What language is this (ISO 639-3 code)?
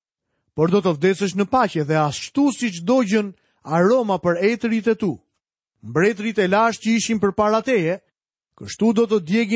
sqi